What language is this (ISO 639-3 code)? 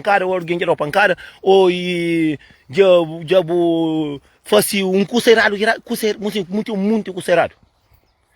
kea